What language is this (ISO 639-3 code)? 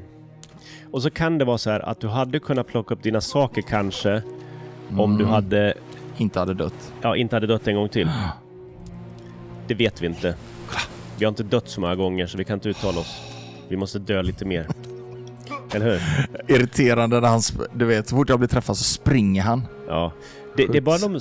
swe